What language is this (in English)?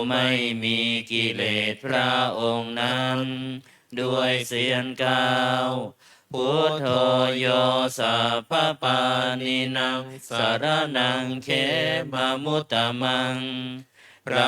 Pali